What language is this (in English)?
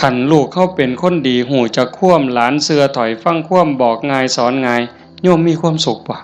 Northeastern Thai